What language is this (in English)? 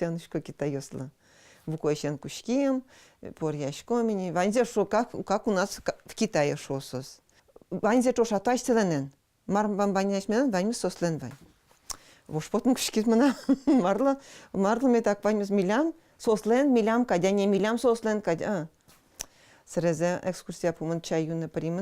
Udmurt